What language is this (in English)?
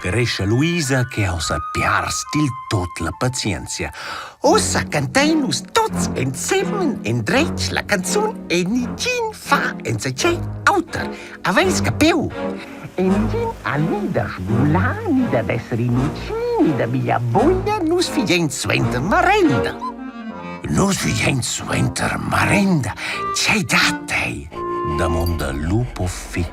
Romansh